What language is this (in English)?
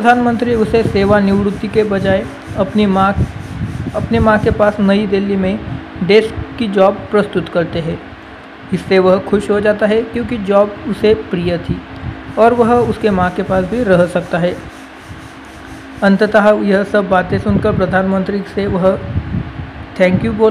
Hindi